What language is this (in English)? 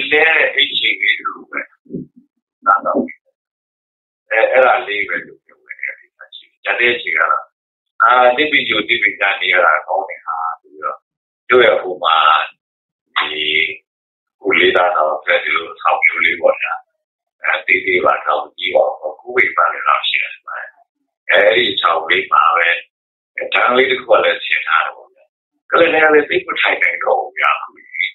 Burmese